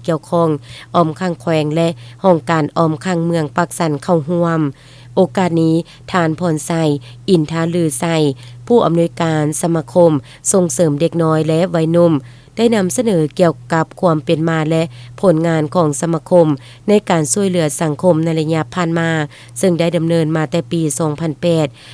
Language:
Lao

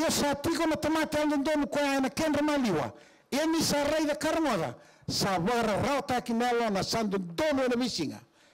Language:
Fijian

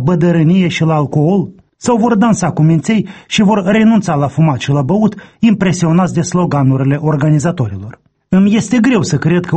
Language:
Romanian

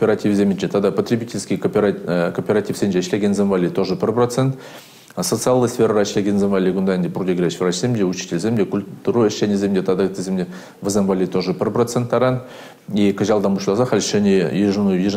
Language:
Chuvash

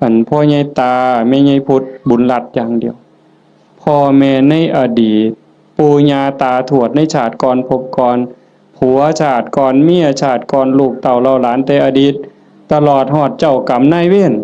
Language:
Northeastern Thai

